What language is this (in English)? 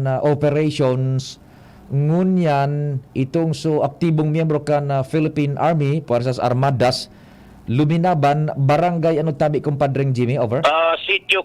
Bikol